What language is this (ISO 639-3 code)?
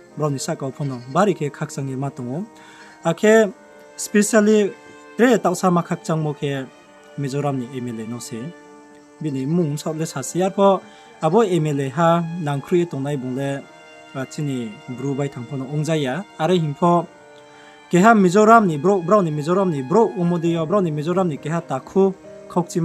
ria